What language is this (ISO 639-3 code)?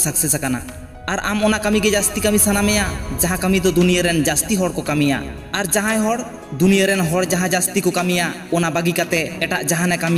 sat